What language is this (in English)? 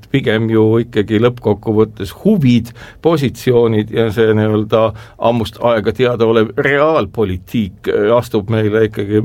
Estonian